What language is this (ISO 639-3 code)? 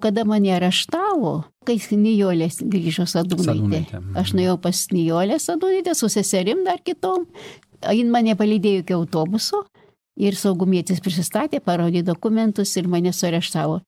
lit